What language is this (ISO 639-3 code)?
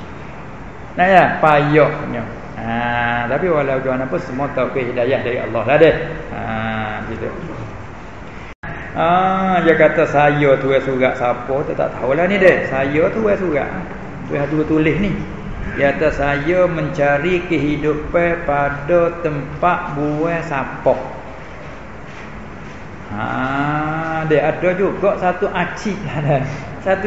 msa